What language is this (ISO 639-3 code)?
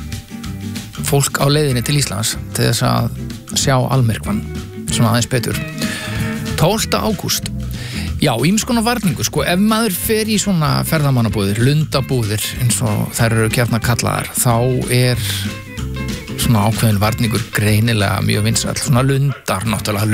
isl